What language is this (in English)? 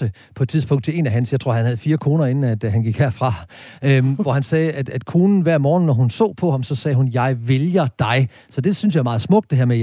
Danish